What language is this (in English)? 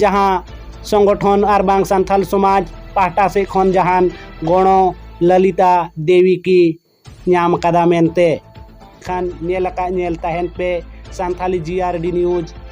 Santali